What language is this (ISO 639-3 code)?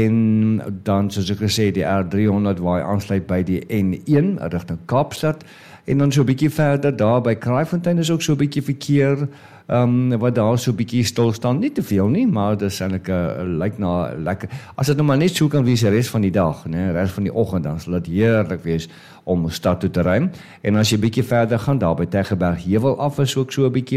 afr